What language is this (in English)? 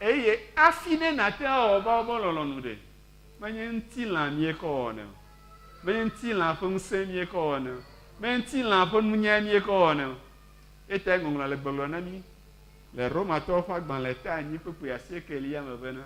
Ewe